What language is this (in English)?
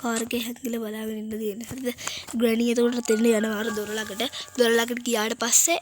Sinhala